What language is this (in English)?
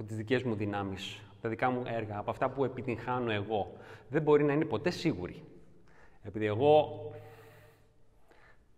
Greek